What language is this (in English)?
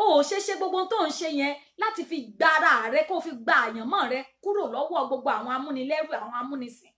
Yoruba